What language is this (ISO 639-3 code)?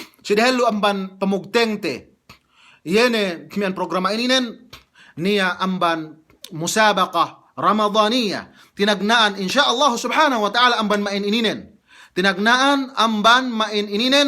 yka